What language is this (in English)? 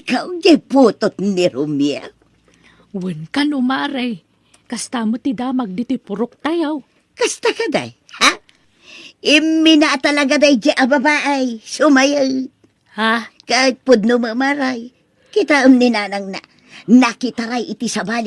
Iloko